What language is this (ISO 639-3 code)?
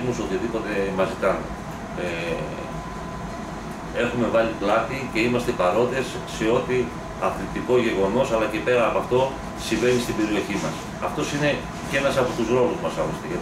ell